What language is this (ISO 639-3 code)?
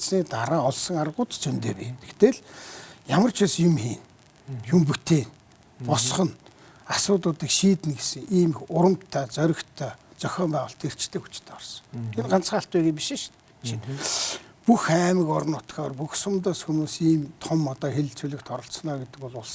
mon